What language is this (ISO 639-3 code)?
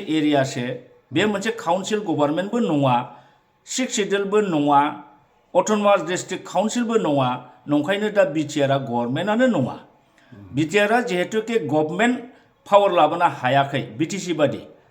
brx